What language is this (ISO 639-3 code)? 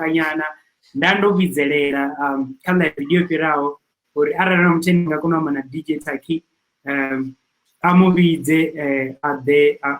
ven